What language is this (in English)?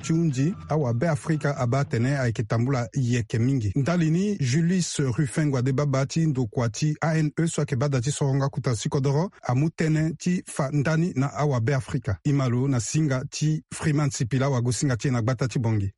Sango